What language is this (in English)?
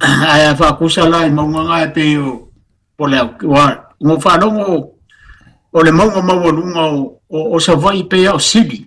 Samoan